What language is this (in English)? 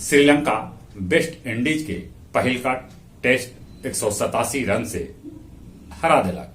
Magahi